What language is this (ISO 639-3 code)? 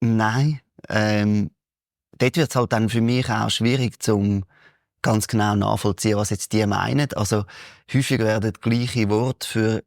gsw